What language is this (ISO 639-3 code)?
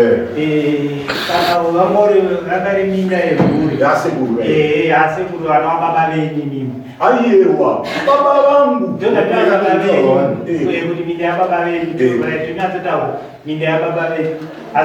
sna